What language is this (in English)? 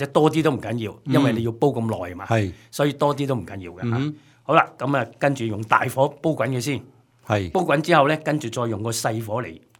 Cantonese